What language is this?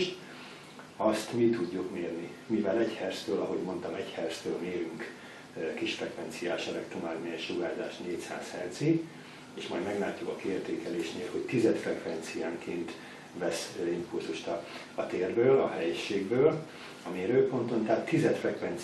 Hungarian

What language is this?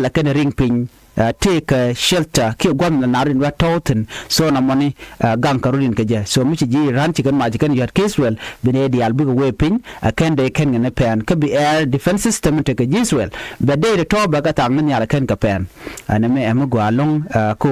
Nuer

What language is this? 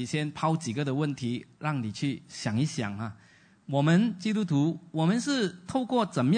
Chinese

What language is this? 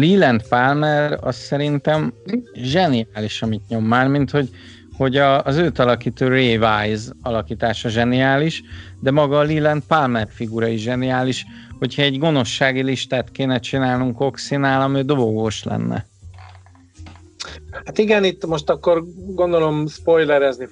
Hungarian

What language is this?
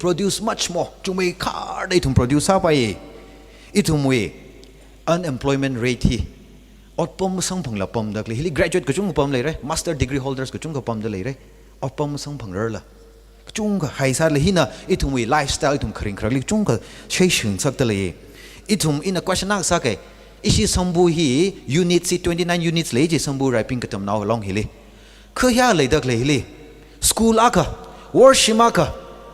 Tangkhul Naga (India)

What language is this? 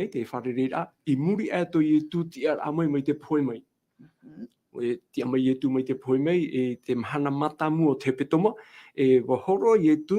Tahitian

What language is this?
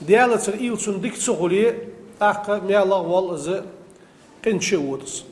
Ingush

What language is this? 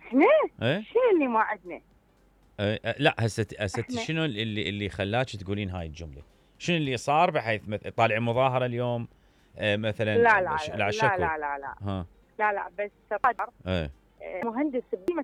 Mesopotamian Arabic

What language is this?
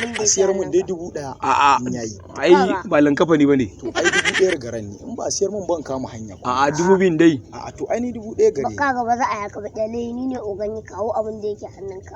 Hausa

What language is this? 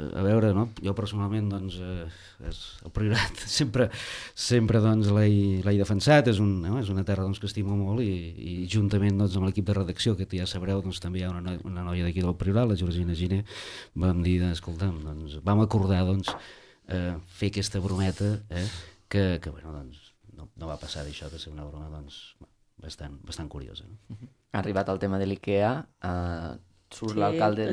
Catalan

